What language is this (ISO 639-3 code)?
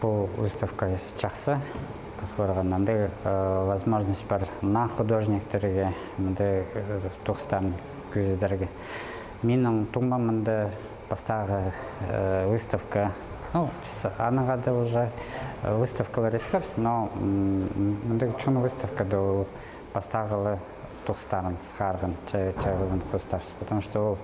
kjh